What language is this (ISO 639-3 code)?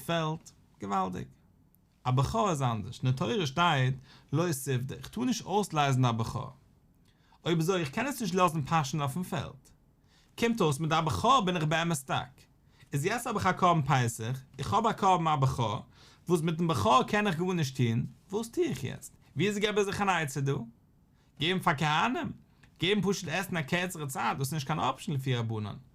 yid